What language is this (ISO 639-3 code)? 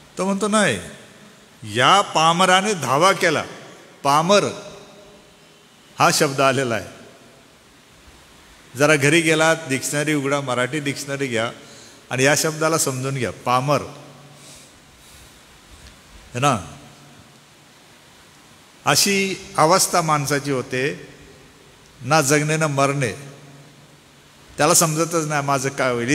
mar